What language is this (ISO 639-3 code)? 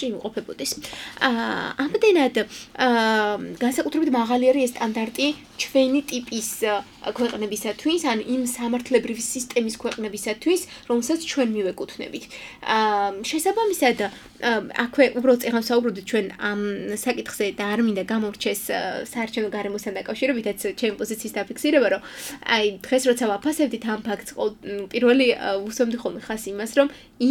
kat